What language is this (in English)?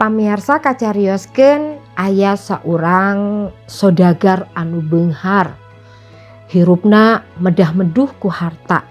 Sundanese